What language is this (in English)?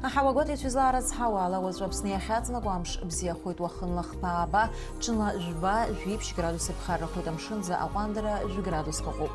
Abkhazian